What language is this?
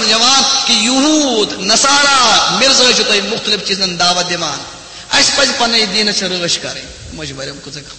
Kashmiri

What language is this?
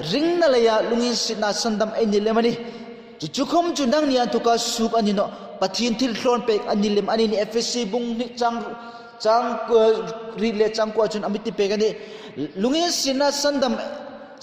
Hmar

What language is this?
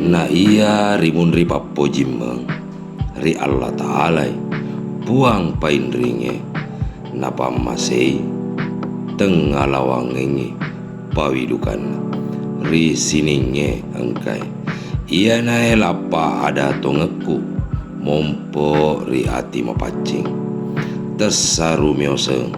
Buginese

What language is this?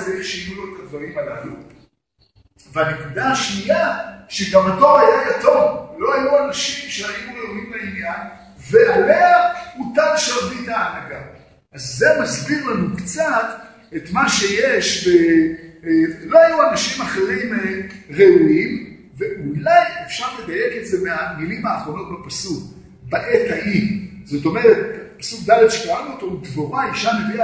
Hebrew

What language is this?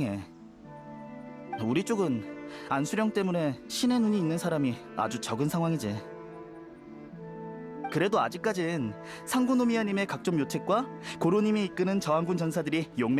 Korean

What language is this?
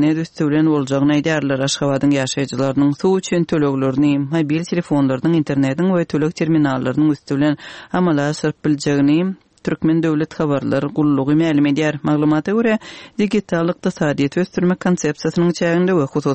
Kyrgyz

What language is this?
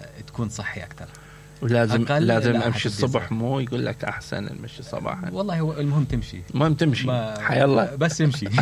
Mesopotamian Arabic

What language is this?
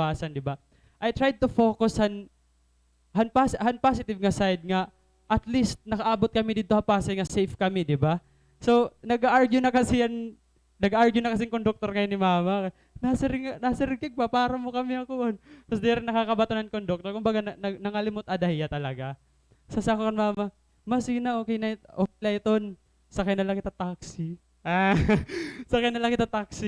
Waray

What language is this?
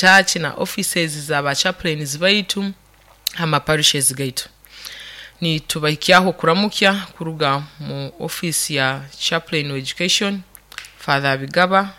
Nyoro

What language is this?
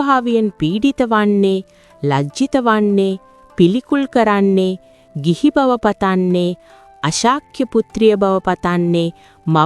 Sinhala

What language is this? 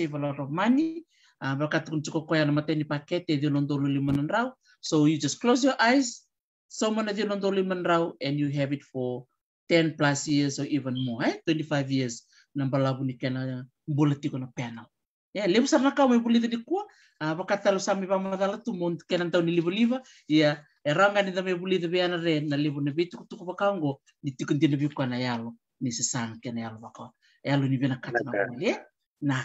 Fijian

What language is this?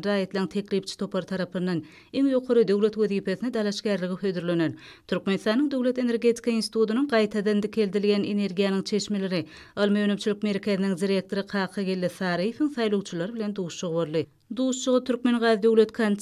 Turkmen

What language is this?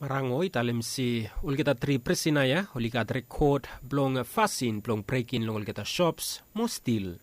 Bislama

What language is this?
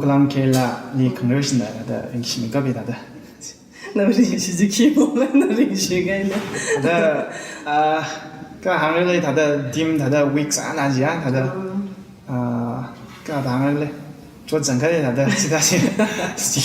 Tangkhul Naga (India)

